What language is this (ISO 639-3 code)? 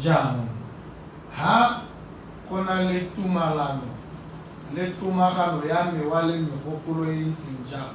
tsn